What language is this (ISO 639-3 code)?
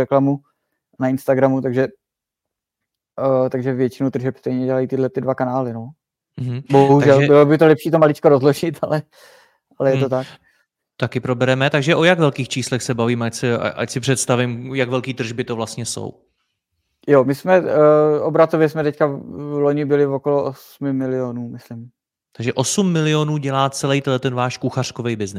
ces